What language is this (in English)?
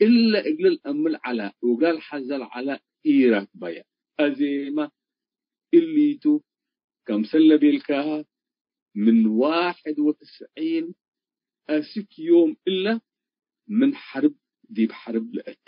Tigre